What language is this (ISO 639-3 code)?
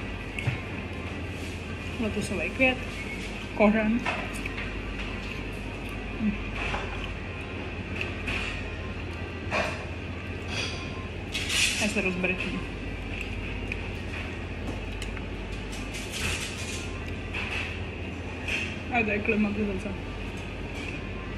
ces